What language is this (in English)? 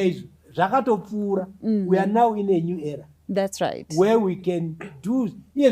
Shona